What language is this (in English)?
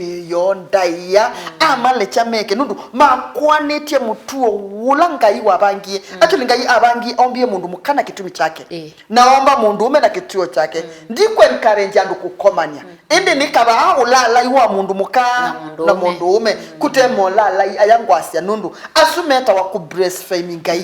Kamba